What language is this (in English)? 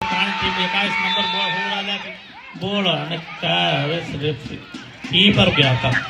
Divehi